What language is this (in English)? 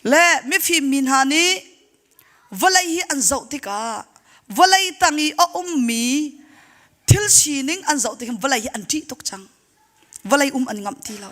Hakha Chin